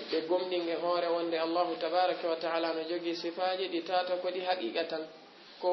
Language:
Fula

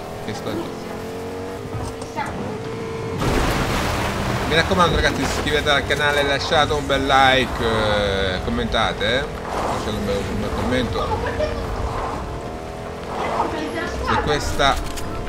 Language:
Italian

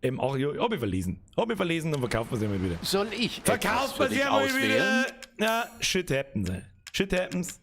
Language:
Bavarian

